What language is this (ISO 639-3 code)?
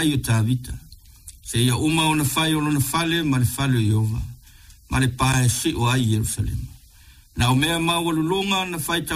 smo